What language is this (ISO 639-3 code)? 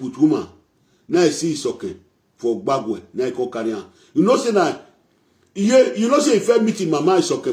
pcm